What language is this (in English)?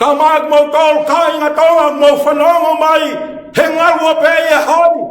Tongan